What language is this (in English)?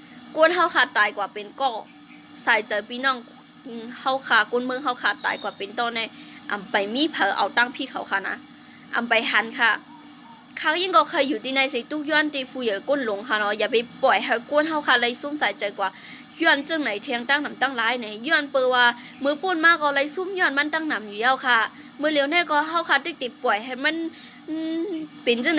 Shan